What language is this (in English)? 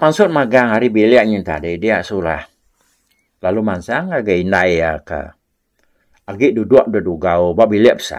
Iban